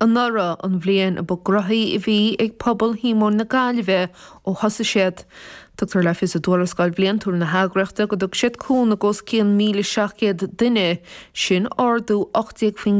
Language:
Irish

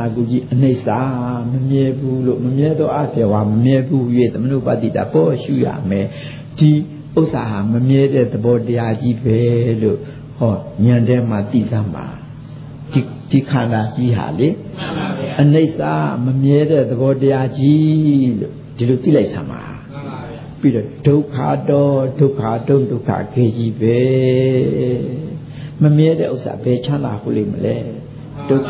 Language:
Burmese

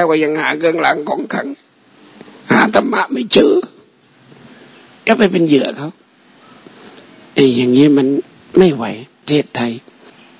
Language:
Thai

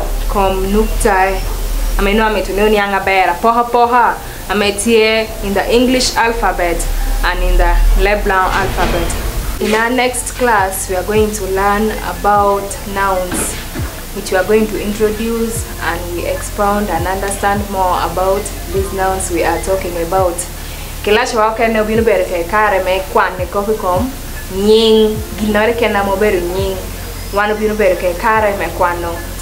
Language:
Lango (Uganda)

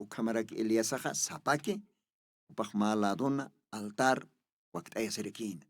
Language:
Aymara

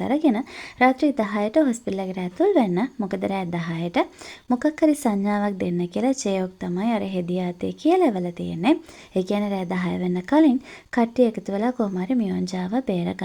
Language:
Sinhala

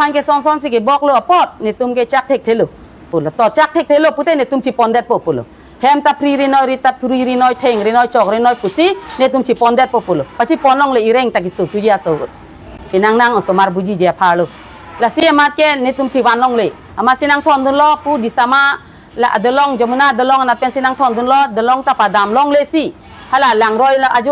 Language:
Karbi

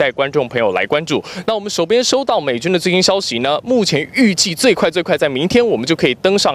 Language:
Chinese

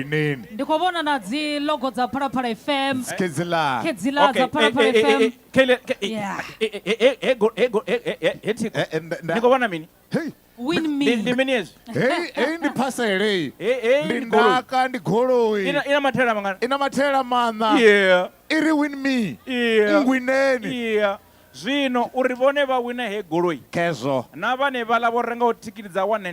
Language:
Venda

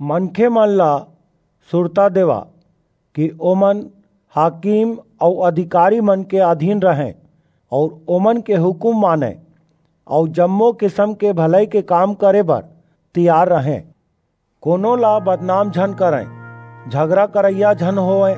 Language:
Chhattisgarhi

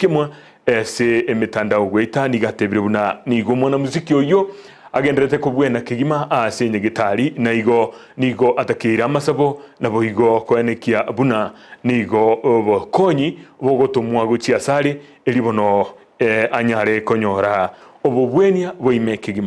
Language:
Gusii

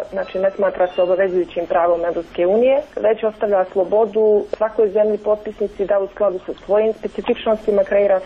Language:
Croatian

